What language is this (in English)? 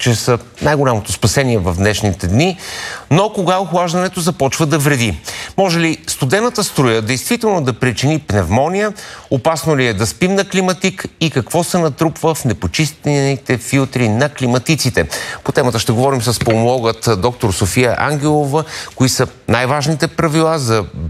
Bulgarian